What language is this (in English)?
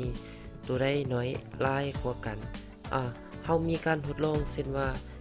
Lao